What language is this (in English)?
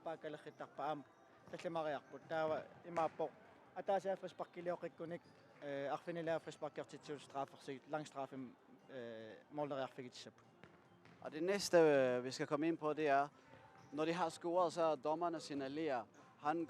Kalaallisut